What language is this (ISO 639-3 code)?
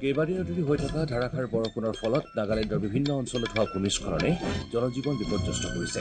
asm